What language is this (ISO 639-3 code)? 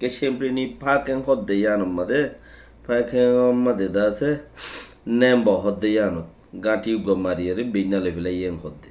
rhg